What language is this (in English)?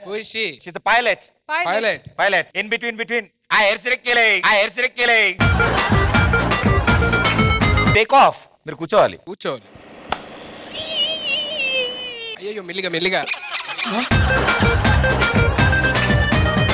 Telugu